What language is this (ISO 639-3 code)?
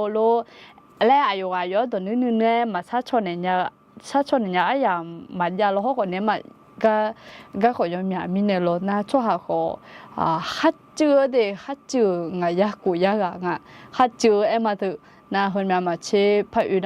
ahk